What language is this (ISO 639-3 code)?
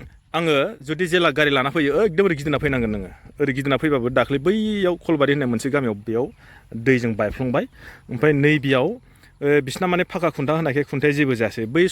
brx